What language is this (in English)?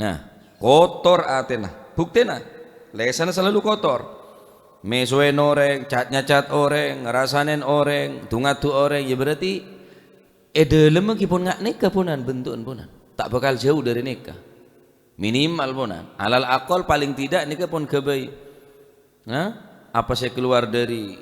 Madurese